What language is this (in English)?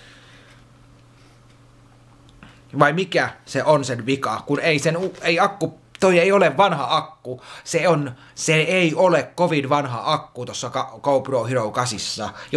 Finnish